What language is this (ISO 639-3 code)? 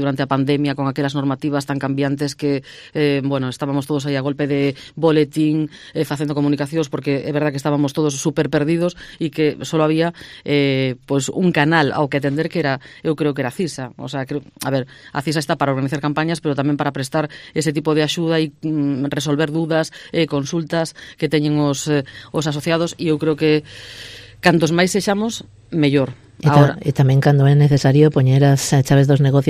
glg